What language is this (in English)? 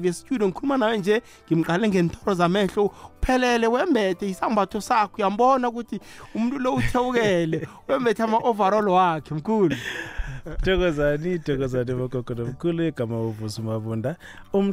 South Ndebele